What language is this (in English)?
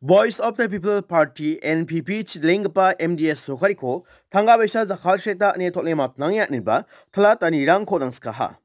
Garo